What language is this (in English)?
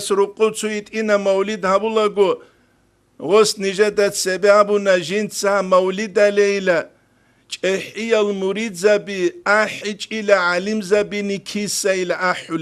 Avaric